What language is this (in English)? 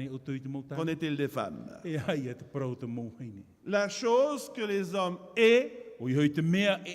Tahitian